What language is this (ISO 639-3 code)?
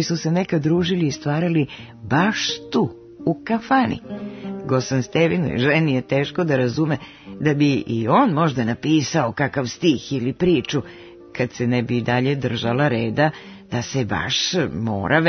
srp